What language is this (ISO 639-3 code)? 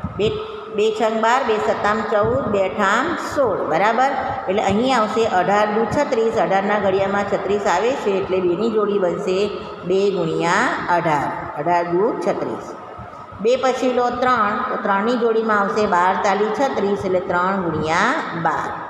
guj